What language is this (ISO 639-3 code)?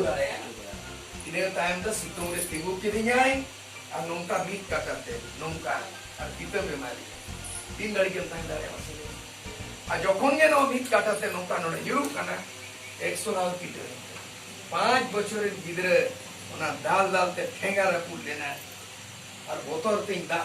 sat